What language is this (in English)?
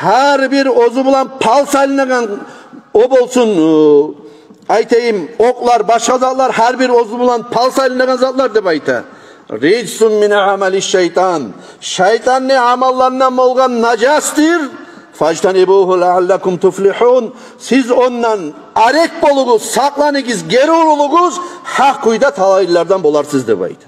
Kumyk